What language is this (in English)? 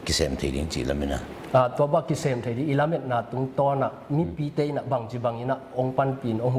Tedim Chin